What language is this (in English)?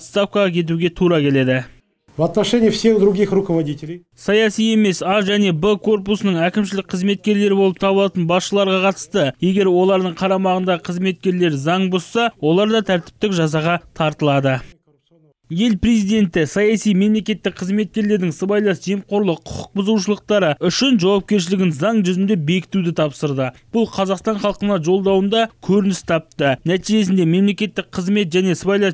Kazakh